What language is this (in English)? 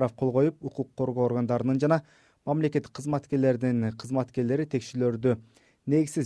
Kyrgyz